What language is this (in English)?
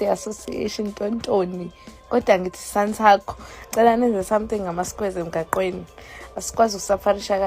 Zulu